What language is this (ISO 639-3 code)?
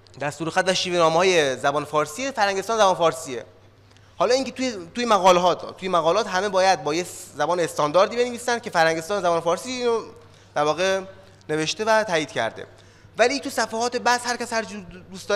fas